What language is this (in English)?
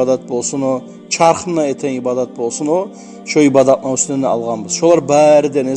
Kumyk